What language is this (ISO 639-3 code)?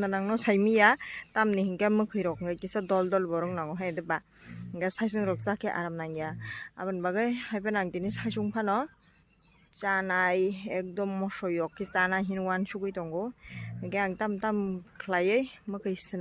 trp